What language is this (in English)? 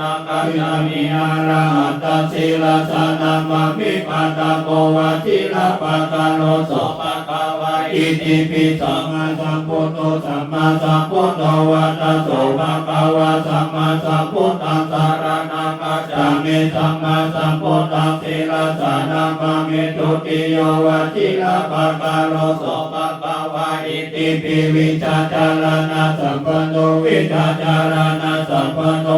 Pali